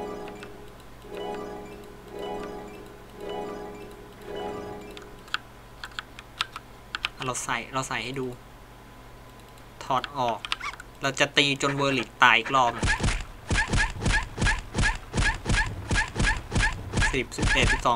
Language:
Thai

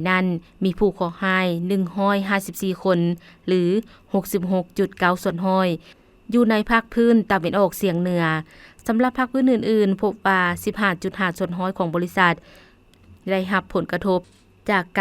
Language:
Lao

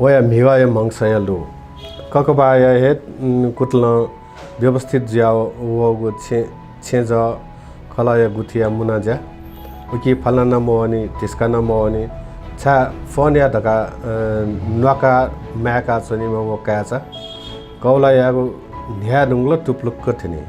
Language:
Newari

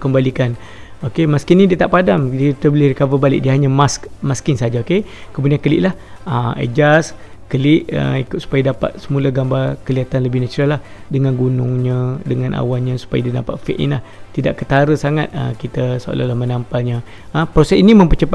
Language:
Malay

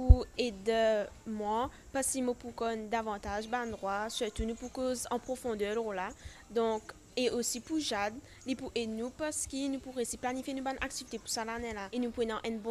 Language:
Morisyen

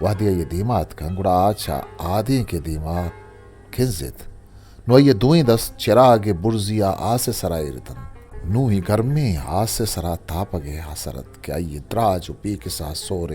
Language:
Eastern Balochi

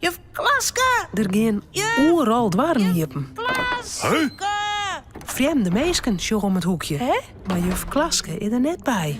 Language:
Western Frisian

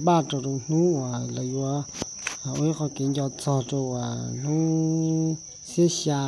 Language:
Hmong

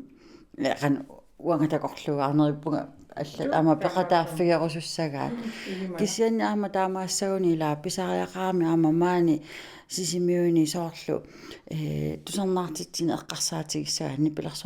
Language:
Kalaallisut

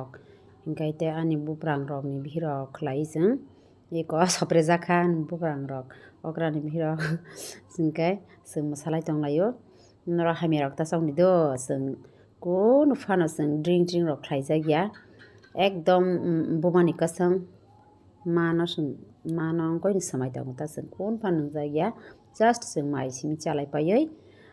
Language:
Kok Borok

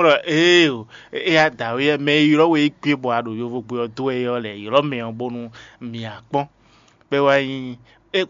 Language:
Fon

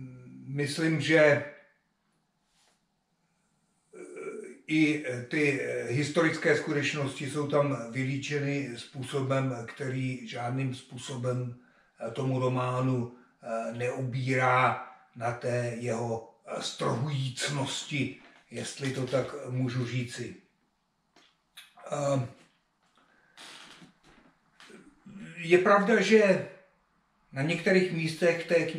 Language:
Czech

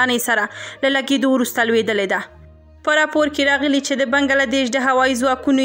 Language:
Pashto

